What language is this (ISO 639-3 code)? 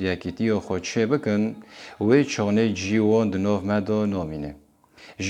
kur